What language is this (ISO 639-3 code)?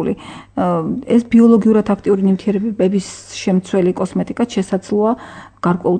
kat